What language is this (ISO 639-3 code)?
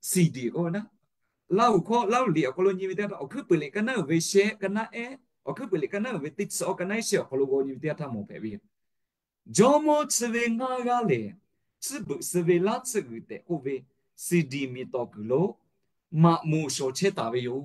lhu